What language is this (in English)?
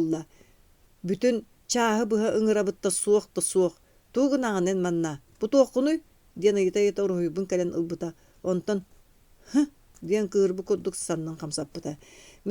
Yakut